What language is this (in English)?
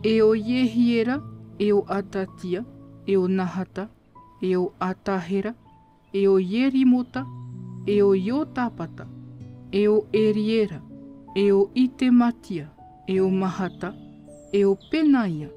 Tahitian